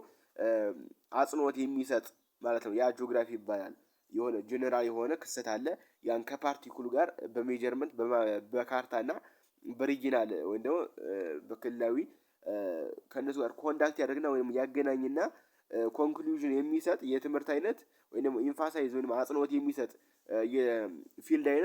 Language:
Amharic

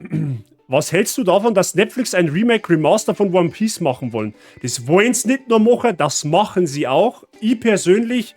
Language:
Bavarian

